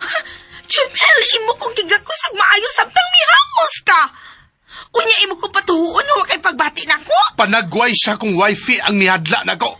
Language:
Cebuano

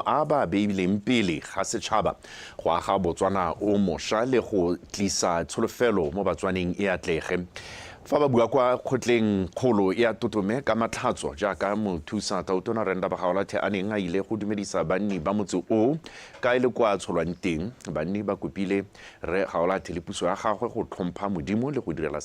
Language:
Tswana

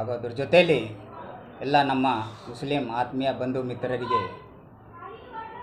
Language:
Kannada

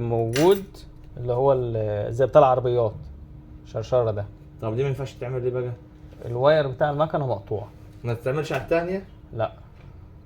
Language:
Egyptian Arabic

